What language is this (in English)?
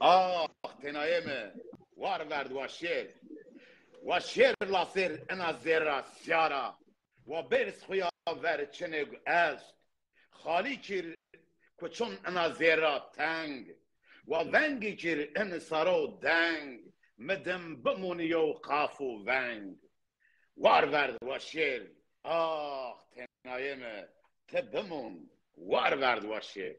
Zaza